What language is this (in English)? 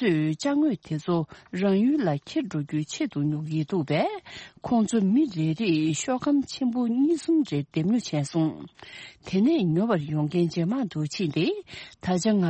Tibetan